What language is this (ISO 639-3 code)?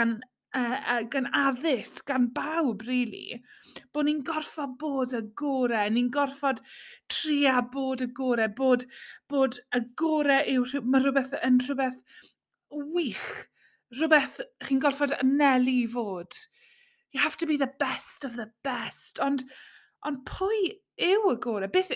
cym